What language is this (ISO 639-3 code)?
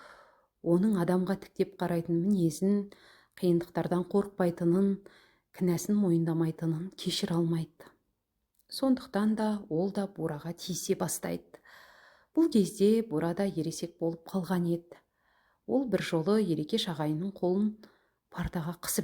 kaz